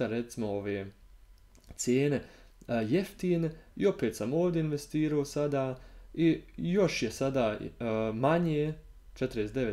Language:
Croatian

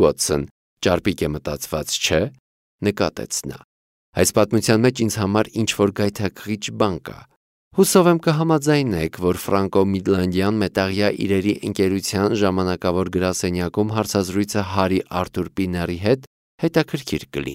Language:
Armenian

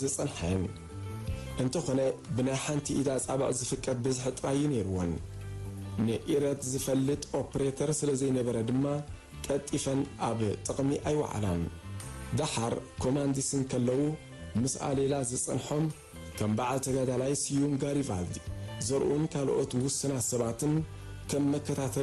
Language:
Tigrinya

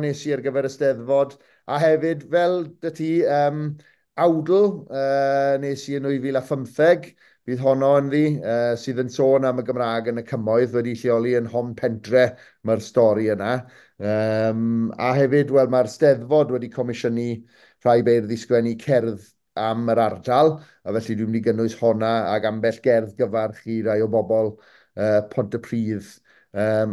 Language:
Welsh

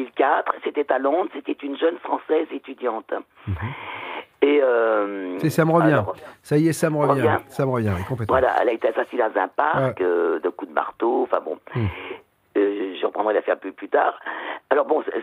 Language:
French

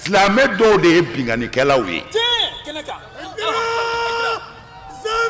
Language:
Bambara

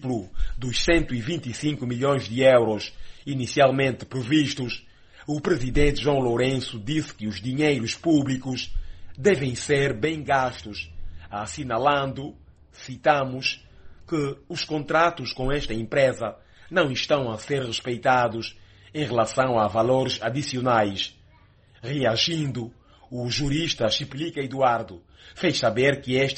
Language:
Portuguese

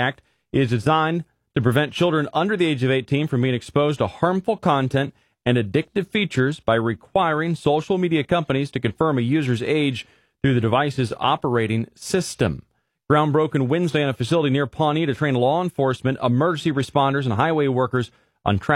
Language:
English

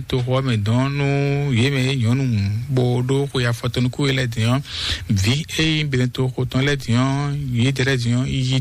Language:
Fon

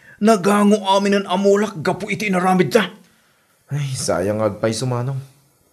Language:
Iloko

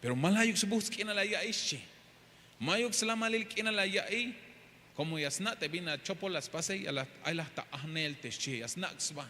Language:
Tzeltal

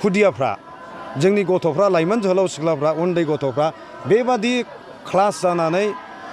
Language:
Bodo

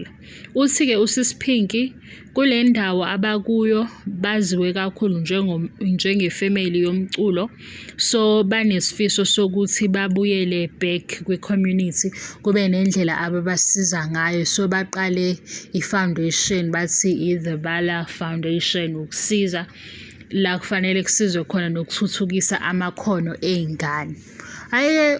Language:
Zulu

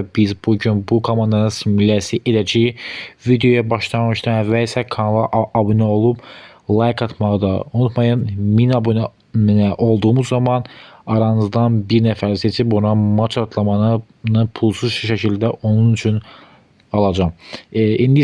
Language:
Azerbaijani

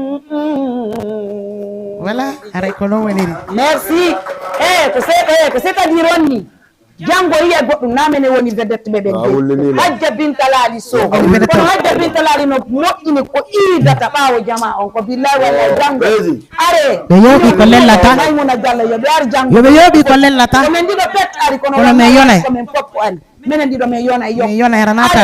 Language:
Fula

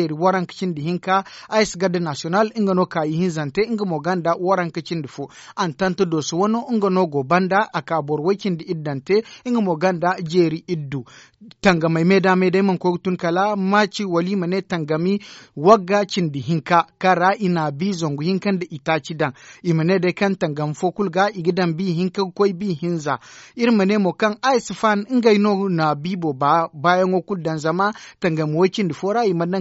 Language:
Zarma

